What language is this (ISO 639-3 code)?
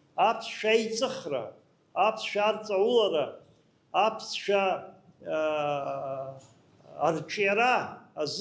abk